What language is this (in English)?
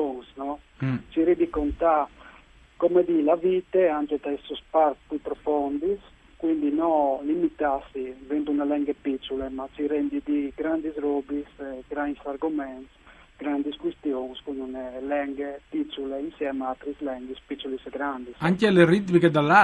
Friulian